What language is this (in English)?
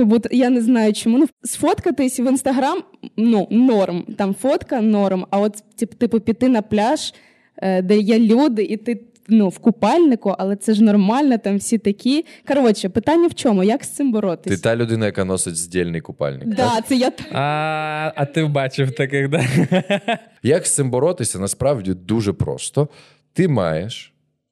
Ukrainian